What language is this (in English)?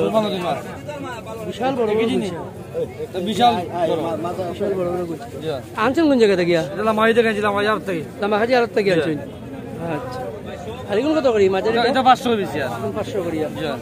Sylheti